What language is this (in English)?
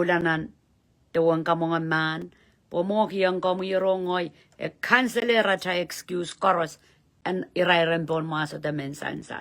Pohnpeian